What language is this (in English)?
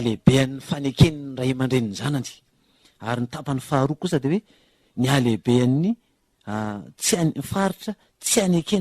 Malagasy